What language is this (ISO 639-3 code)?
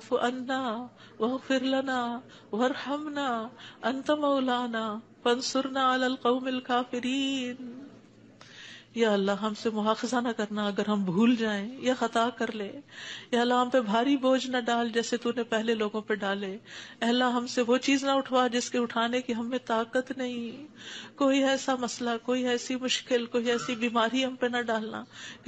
urd